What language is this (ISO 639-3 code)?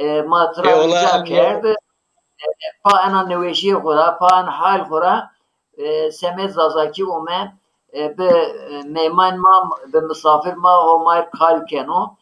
zza